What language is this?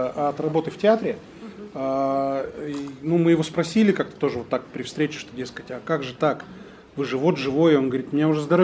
Russian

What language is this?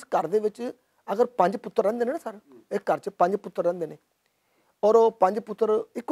Western Panjabi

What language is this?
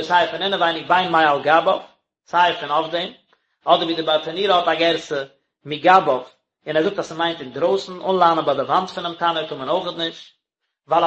Yiddish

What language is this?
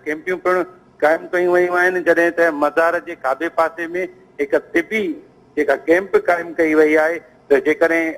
Sindhi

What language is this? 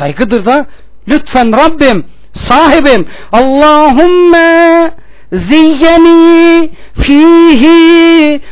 Turkish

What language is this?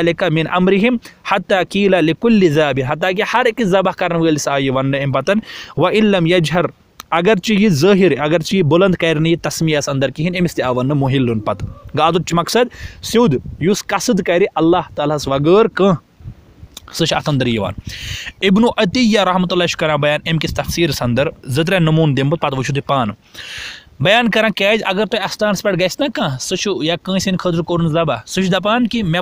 Kashmiri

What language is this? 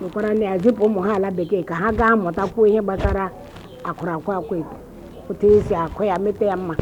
Igbo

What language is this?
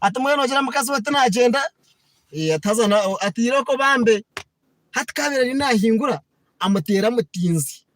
Nyankole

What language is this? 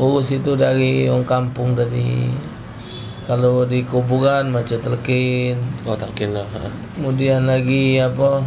Musi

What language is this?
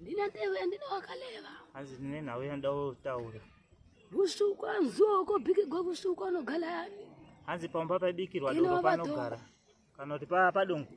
Shona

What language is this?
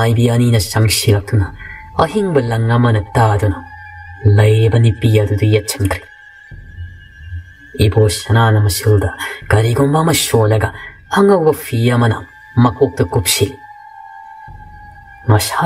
Manipuri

